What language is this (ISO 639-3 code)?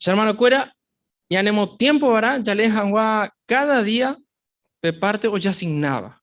grn